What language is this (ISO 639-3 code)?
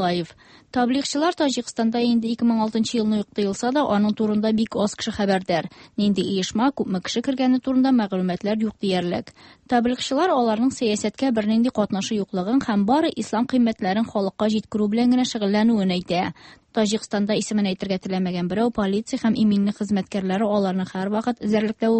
tat